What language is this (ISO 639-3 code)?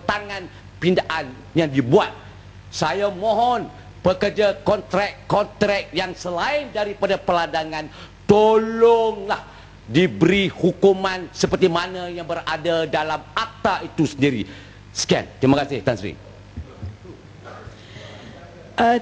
msa